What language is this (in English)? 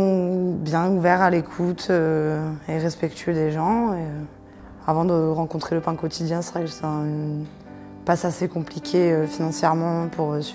French